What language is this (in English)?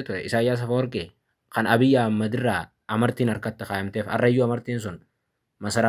Oromo